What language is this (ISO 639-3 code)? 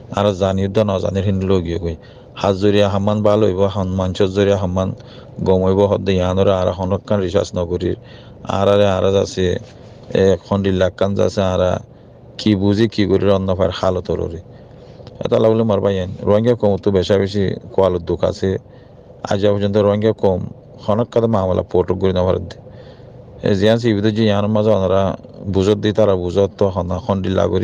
rhg